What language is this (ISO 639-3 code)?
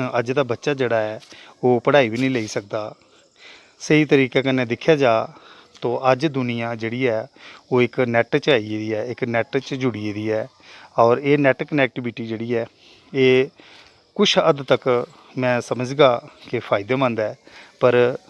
doi